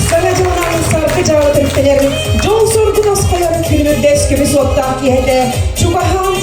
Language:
Yakut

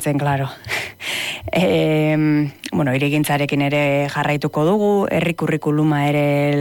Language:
Basque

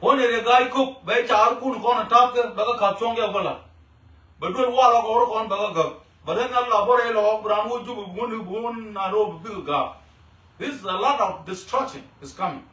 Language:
Nuer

